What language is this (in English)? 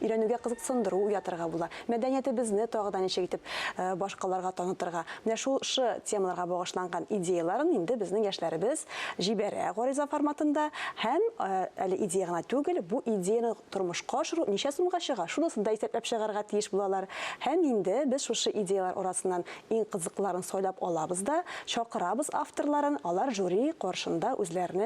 Tatar